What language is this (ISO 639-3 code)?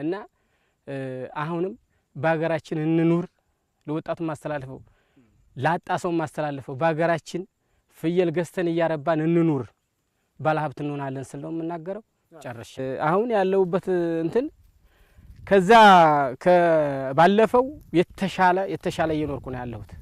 amh